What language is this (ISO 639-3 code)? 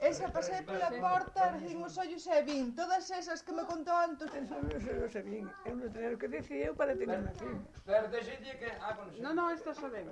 glg